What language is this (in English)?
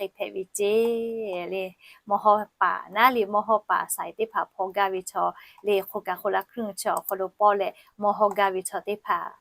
Lahu